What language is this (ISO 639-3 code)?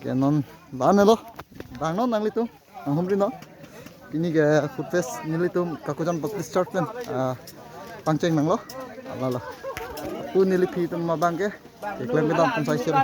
mjw